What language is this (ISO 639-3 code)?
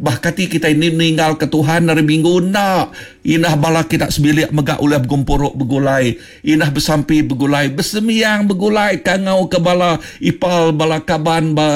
iba